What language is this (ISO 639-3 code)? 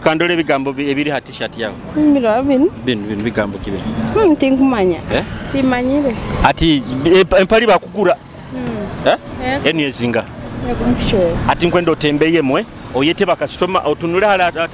nyo